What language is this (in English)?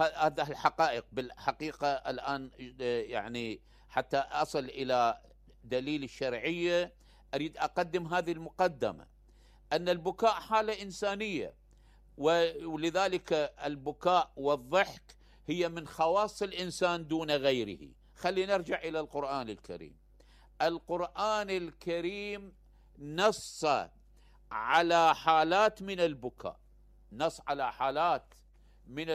Mesopotamian Arabic